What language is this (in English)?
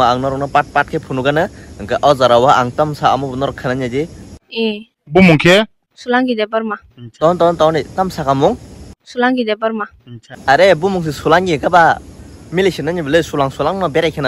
Kok Borok